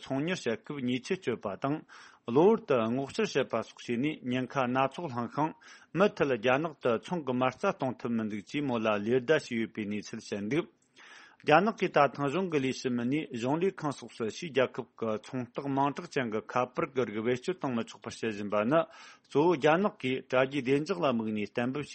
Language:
Tibetan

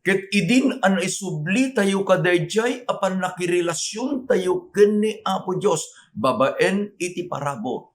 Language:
Iloko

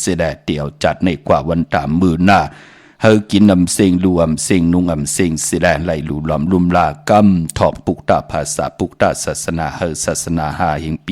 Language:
Shan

